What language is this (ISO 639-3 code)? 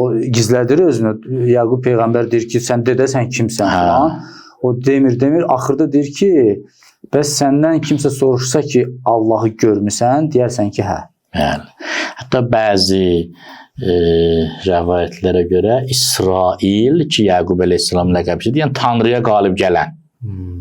aze